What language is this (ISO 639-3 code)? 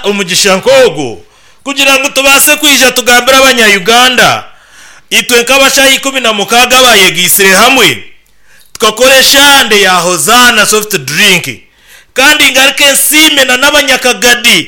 nyn